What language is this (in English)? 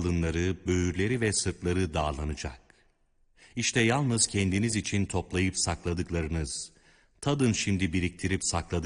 Turkish